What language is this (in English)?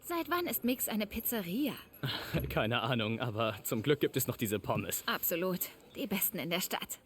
Bavarian